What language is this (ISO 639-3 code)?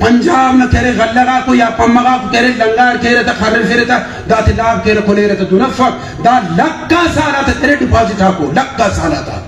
brh